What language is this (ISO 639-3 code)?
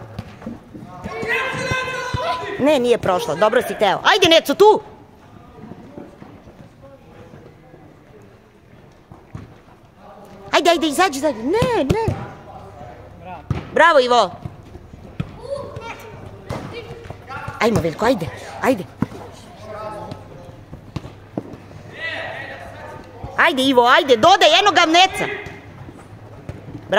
srp